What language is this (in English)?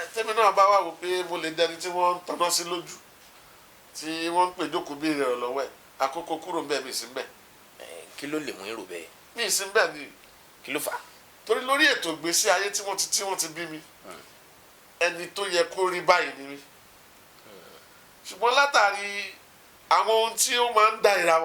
Yoruba